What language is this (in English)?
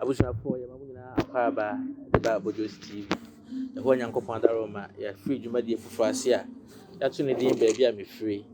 Akan